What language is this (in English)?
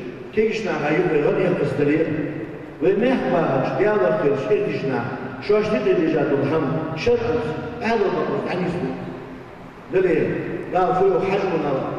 Ingush